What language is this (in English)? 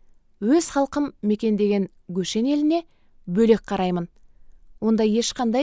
Kazakh